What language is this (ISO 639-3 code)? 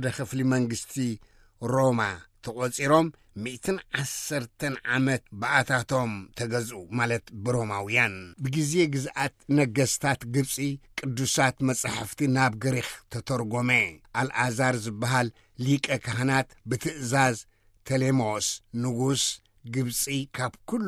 tir